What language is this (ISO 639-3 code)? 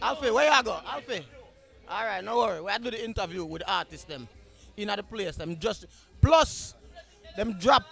jam